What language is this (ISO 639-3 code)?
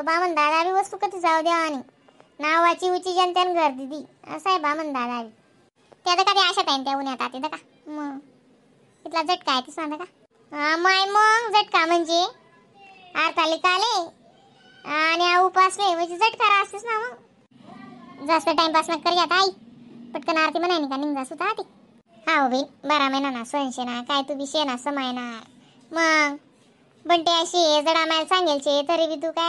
khn